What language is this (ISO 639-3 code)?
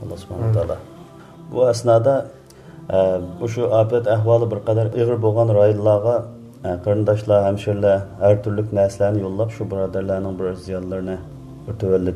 uig